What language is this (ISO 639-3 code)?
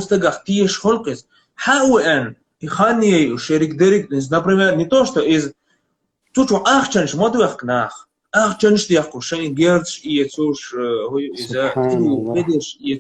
che